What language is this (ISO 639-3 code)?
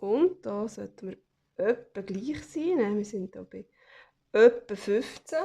gsw